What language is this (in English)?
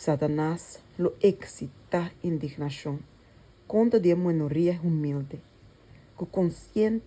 Papiamento